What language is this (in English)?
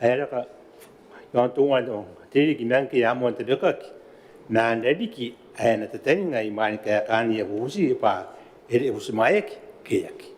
Gilbertese